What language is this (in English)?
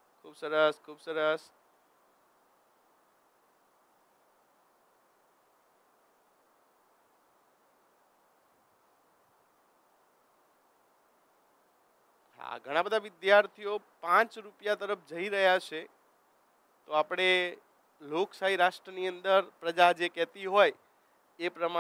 Gujarati